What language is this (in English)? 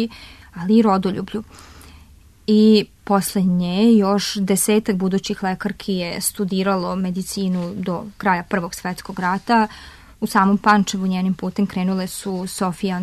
Serbian